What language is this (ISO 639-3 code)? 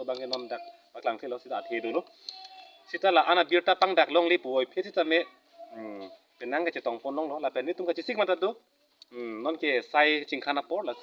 mjw